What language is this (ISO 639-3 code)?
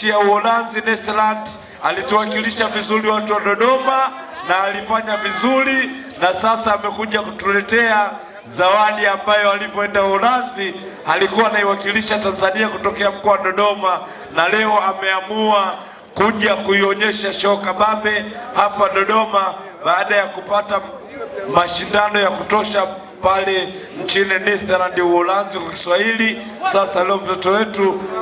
swa